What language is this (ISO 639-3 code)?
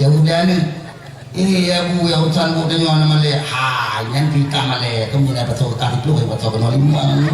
ace